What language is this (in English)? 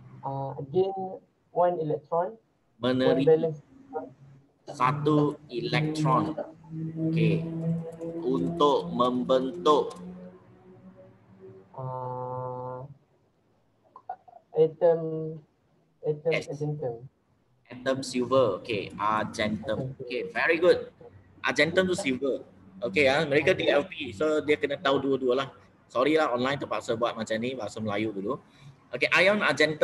Malay